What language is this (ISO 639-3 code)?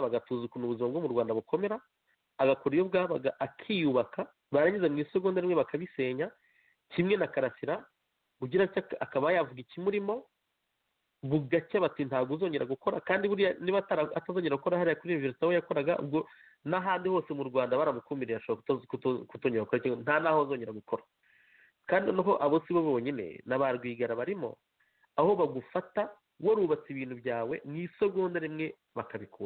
kin